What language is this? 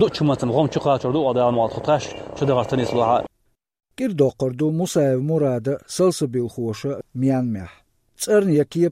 Chechen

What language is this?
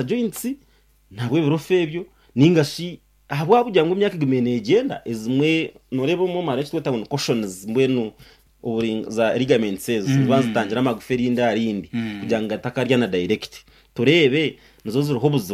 Nyankole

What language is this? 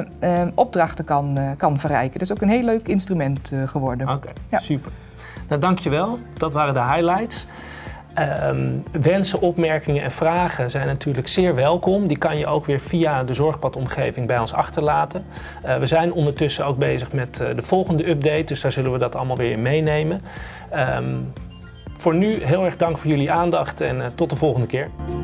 Dutch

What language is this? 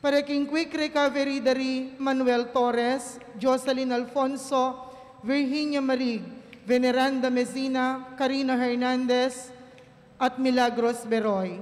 Pampanga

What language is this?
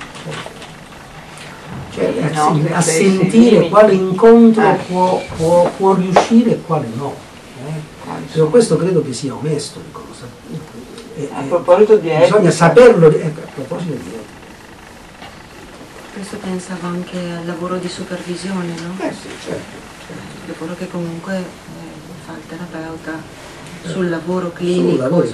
Italian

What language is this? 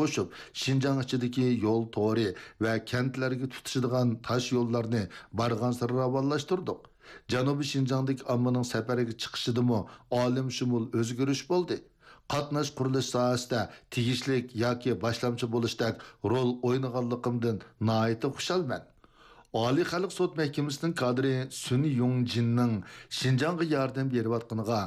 Uyghur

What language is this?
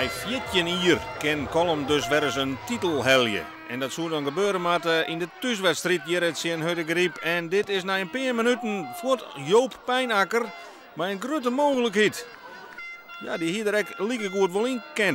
Western Frisian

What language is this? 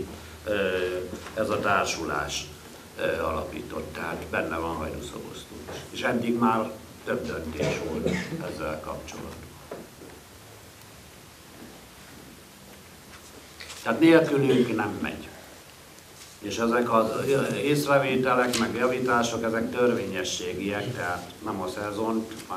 Hungarian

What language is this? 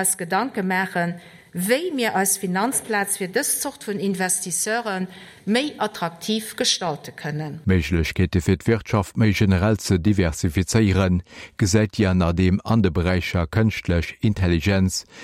Luxembourgish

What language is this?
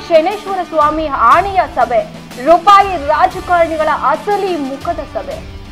Kannada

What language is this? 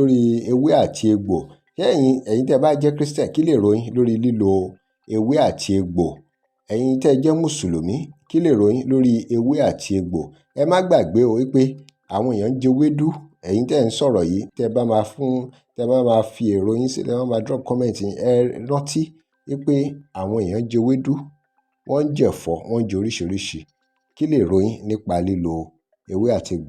Yoruba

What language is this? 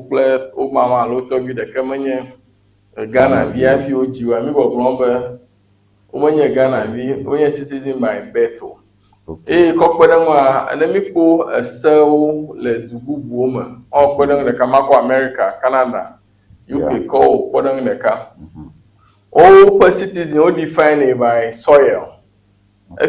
Ewe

